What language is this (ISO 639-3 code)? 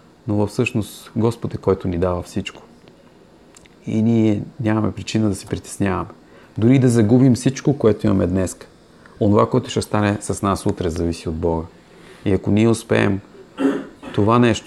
bul